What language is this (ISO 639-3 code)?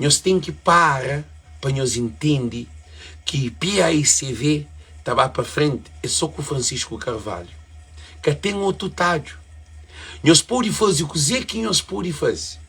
kea